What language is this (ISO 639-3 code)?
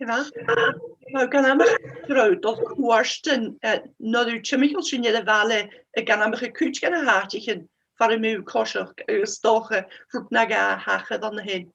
gla